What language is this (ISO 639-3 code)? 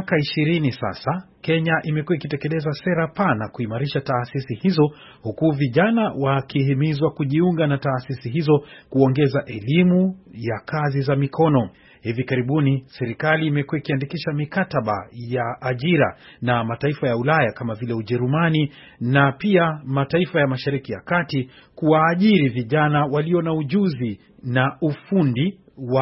swa